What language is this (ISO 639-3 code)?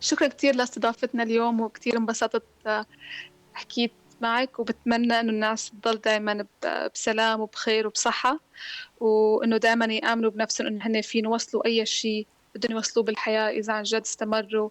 apc